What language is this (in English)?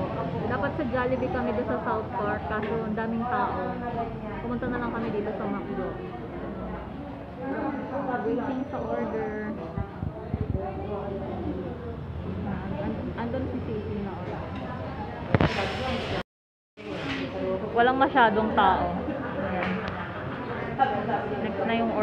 Filipino